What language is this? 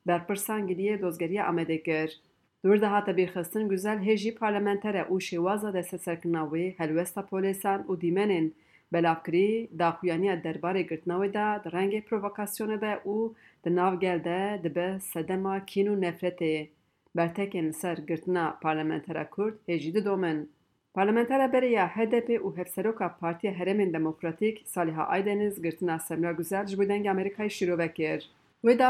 Kurdish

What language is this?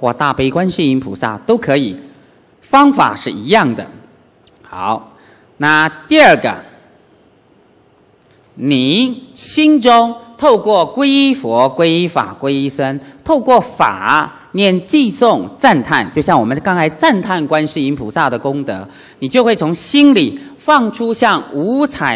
Chinese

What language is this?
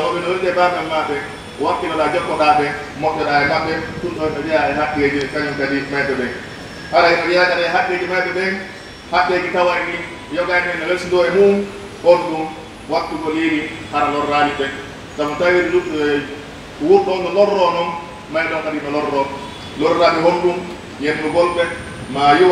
Pular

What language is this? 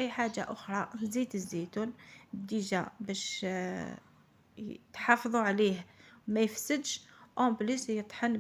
Algerian Arabic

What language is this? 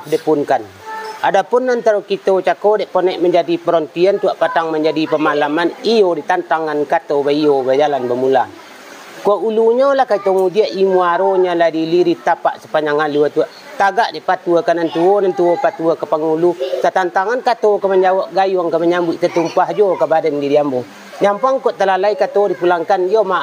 Minangkabau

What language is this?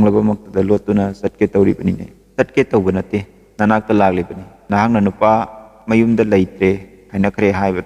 Manipuri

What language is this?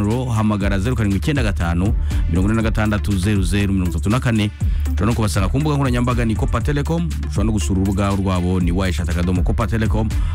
Kinyarwanda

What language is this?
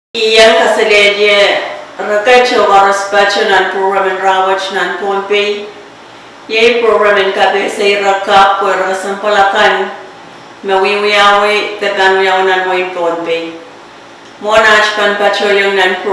Pohnpeian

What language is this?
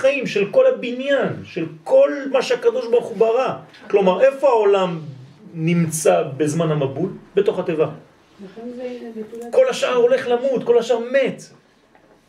Hebrew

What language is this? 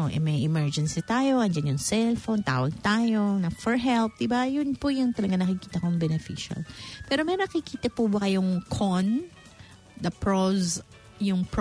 Filipino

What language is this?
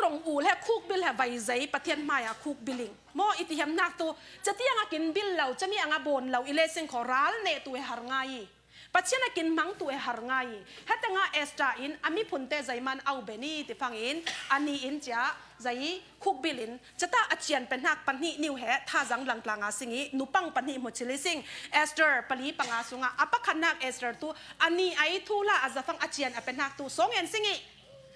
Falam Chin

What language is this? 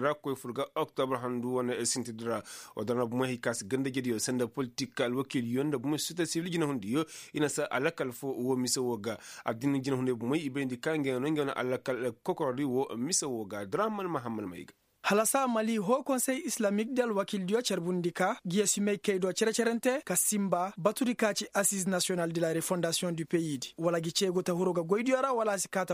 Koyraboro Senni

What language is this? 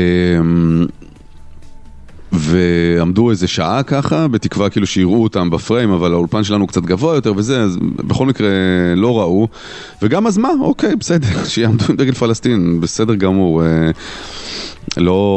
Hebrew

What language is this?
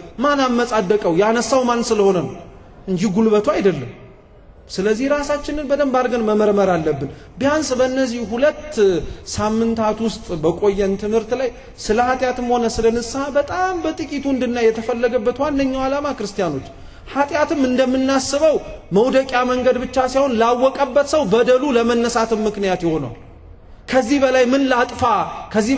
Amharic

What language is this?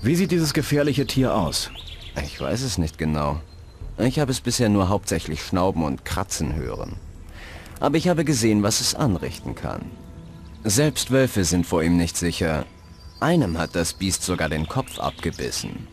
Bavarian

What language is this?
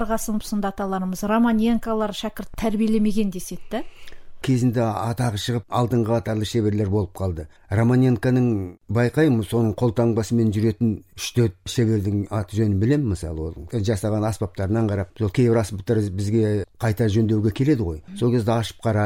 Kazakh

